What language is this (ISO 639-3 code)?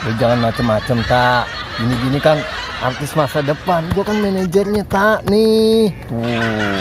bew